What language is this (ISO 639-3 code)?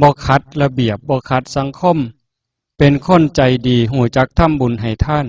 tts